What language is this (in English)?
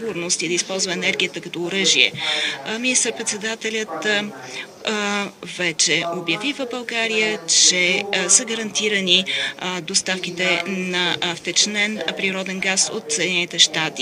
Bulgarian